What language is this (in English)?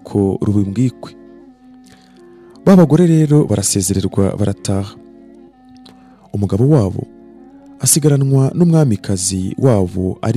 Kinyarwanda